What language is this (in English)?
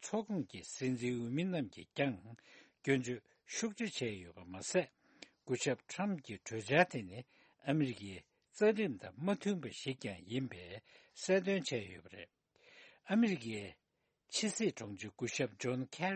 Tibetan